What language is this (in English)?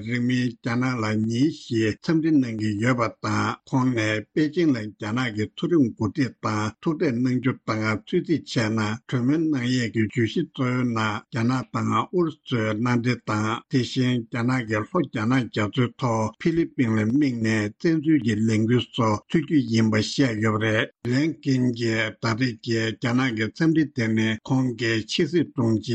Tibetan